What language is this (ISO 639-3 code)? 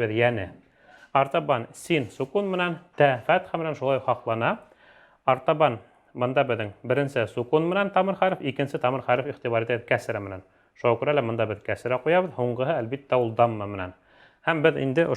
bak